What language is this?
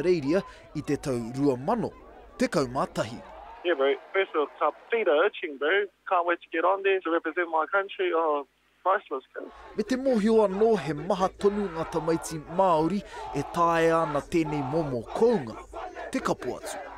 Māori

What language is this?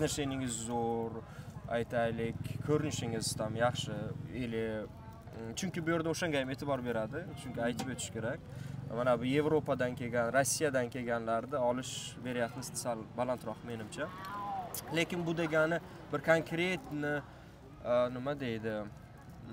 Uzbek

